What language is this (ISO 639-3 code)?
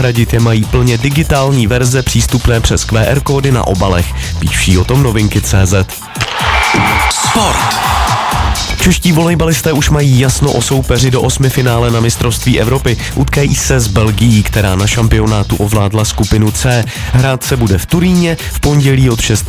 ces